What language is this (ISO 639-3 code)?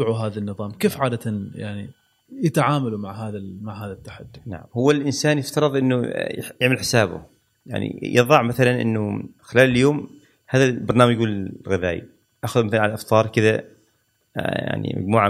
afb